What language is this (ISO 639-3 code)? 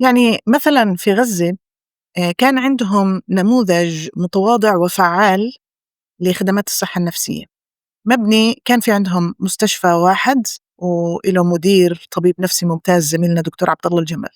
apc